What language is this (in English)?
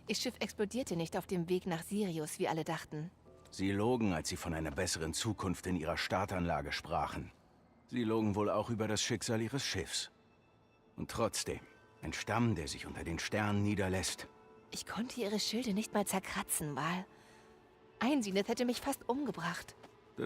Bavarian